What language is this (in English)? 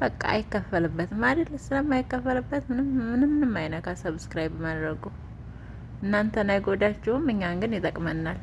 Amharic